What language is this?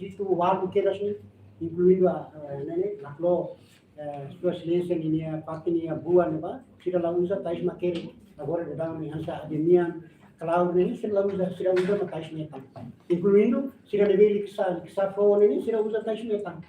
Tetum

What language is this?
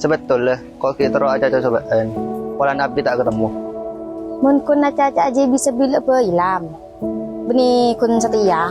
Madurese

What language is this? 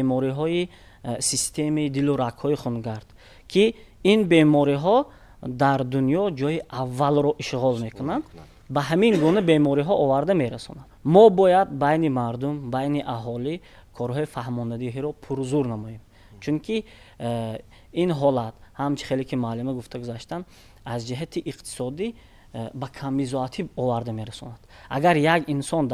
Tajik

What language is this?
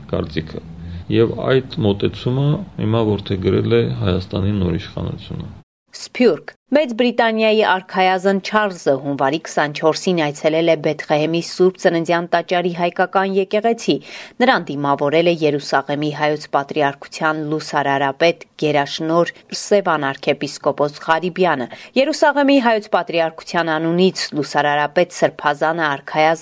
Armenian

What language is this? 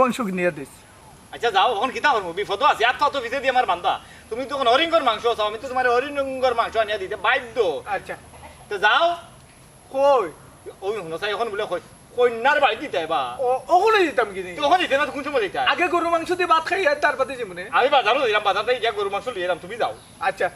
Sylheti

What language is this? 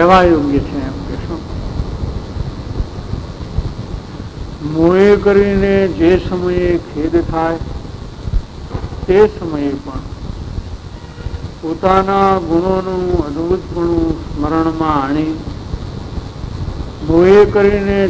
Gujarati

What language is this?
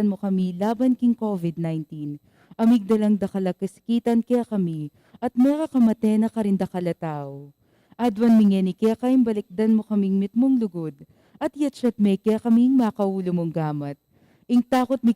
Pampanga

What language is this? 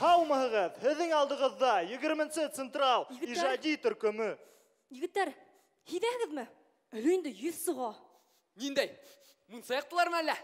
Bashkir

